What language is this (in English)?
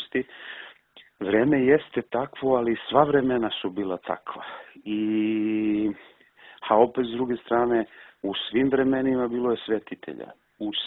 Serbian